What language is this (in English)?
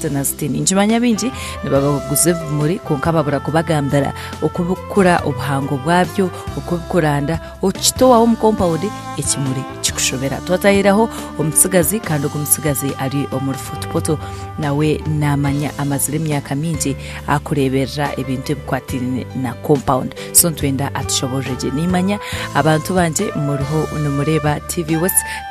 Nyankole